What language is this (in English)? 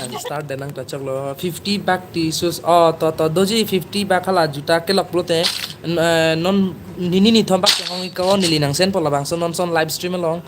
Karbi